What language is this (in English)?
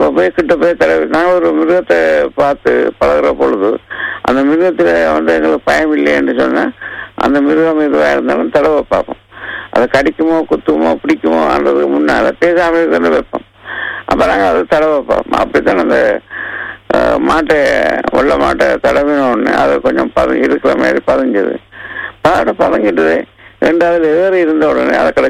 Tamil